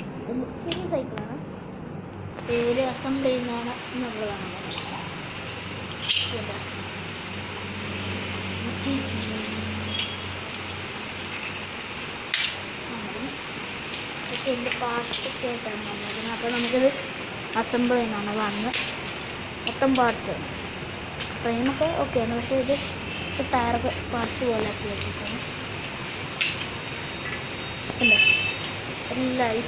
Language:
Malayalam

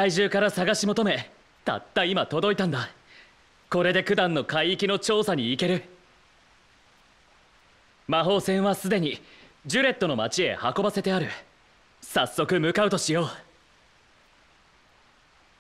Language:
Japanese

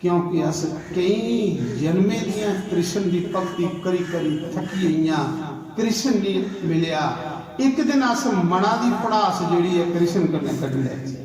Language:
Dogri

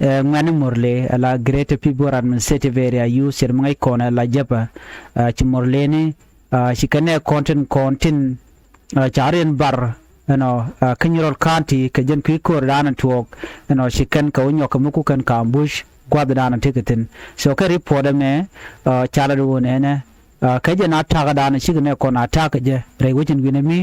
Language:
Nuer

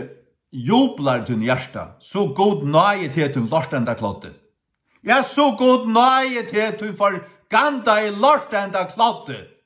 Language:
Faroese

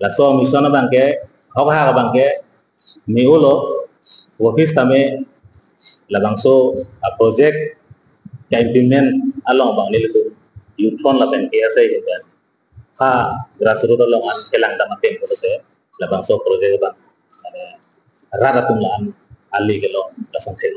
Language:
Karbi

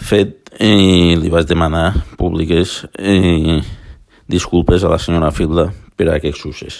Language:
Catalan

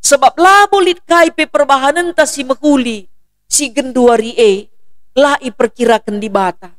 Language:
Batak Karo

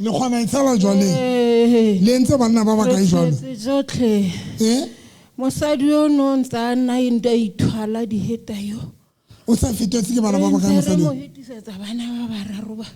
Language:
Southern Sotho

